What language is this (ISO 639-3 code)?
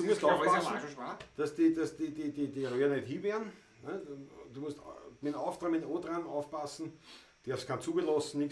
bar